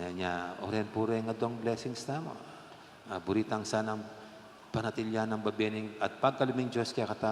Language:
Pampanga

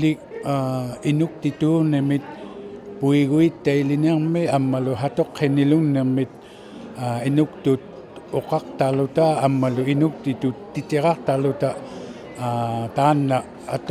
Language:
Inuktitut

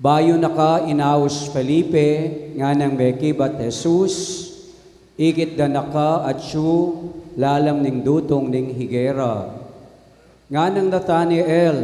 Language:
Pampanga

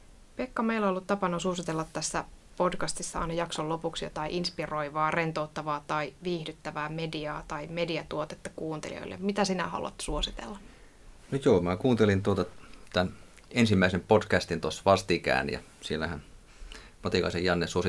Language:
Finnish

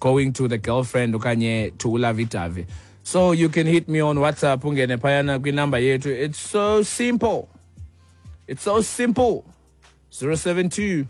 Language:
Xhosa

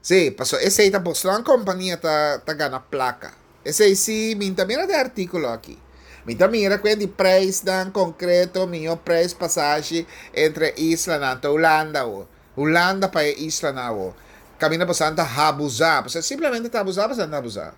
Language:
Papiamento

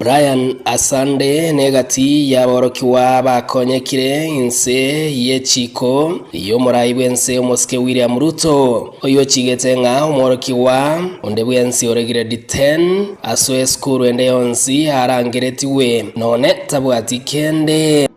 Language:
Gusii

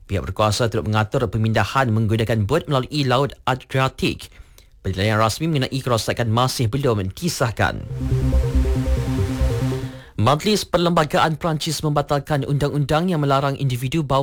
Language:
Malay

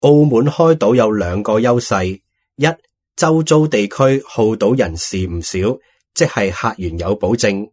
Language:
Cantonese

